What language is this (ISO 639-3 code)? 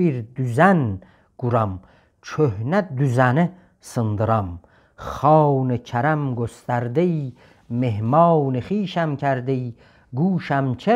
azb